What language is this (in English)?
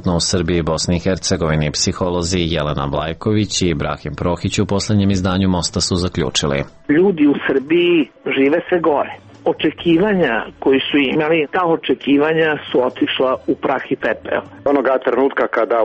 Serbian